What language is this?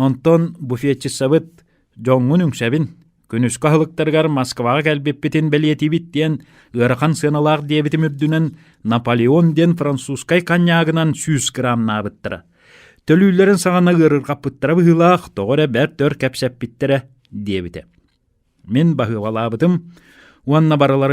Yakut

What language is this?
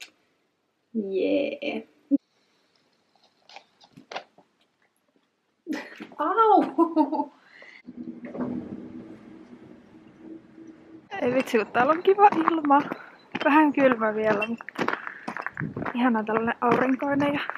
Finnish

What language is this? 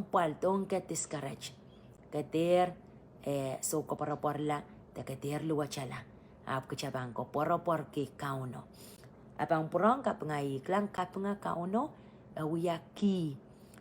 Pohnpeian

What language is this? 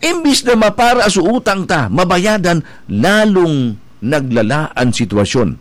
Bikol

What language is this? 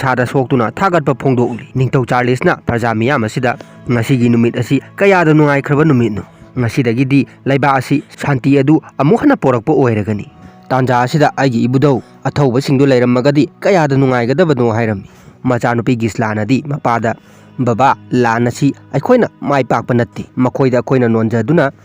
Manipuri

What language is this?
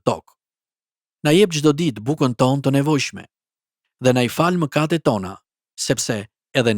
Albanian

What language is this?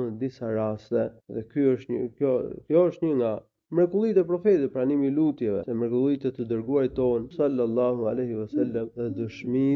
Albanian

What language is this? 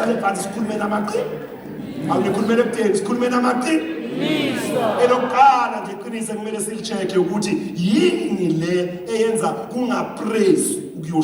Zulu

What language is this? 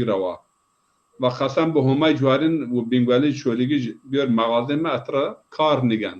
Zaza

